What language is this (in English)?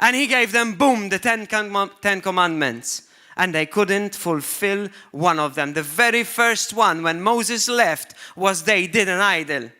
English